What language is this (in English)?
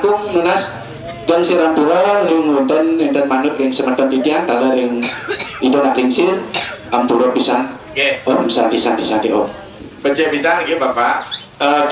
Balinese